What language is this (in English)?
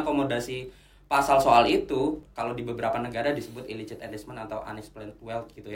Indonesian